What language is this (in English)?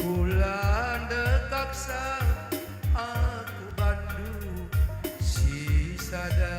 Batak Karo